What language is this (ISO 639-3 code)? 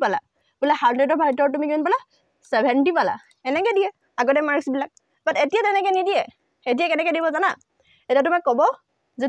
asm